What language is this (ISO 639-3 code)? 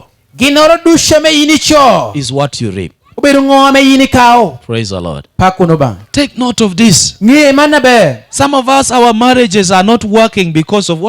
laj